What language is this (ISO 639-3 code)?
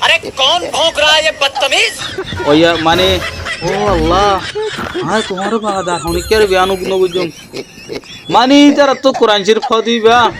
rhg